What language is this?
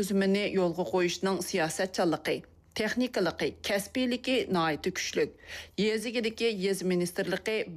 Uyghur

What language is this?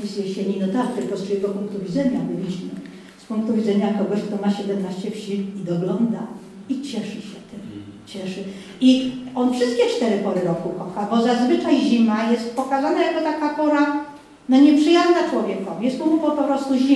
Polish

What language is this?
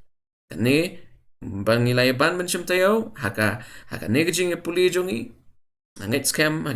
Khasi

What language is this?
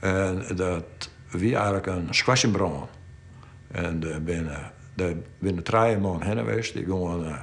Western Frisian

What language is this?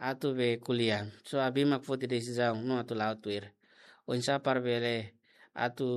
Tetum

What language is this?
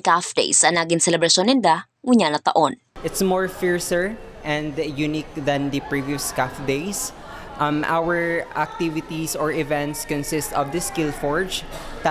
Bikol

